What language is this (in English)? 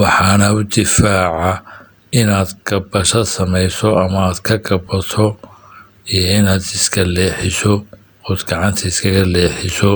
Somali